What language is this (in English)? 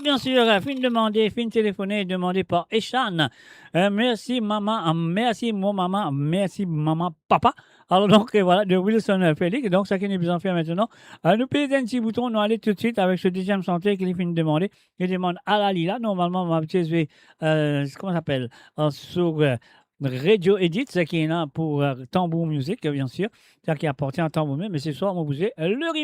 Morisyen